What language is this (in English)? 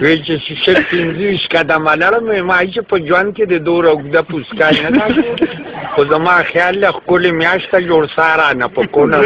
Pashto